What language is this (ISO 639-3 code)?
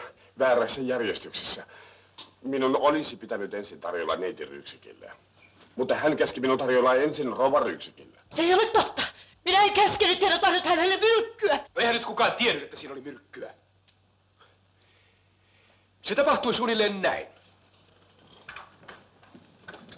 fin